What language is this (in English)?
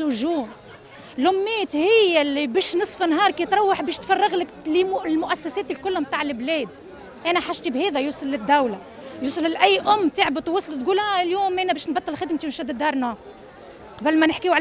Tunisian Arabic